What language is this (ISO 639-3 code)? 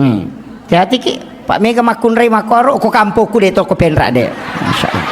bug